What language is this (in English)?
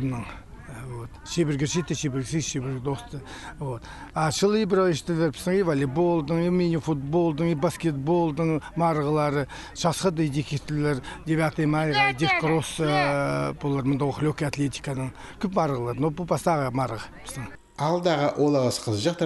Khakas